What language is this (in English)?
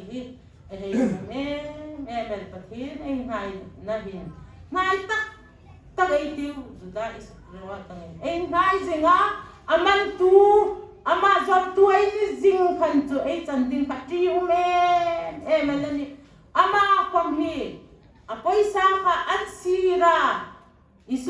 Hmar